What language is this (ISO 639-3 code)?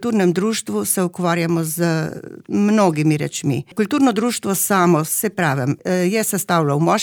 slv